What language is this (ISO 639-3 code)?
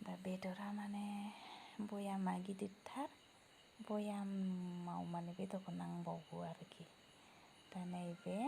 brx